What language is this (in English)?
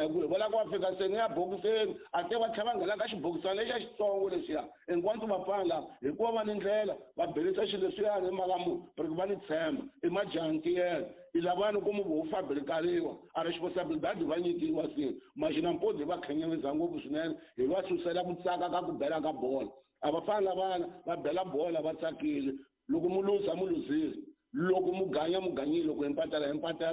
Tsonga